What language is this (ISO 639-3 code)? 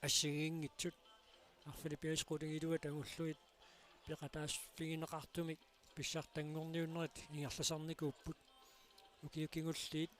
kal